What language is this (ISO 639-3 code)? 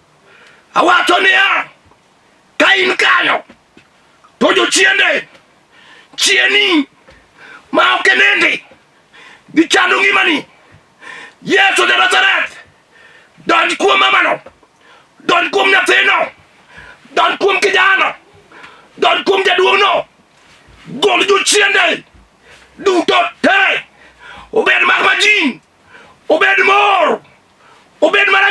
luo